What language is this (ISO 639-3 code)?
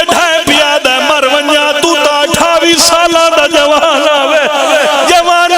phr